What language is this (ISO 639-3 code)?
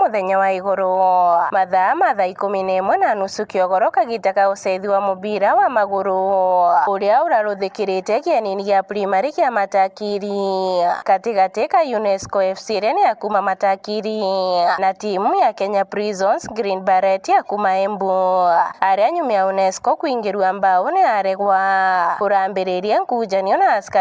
mer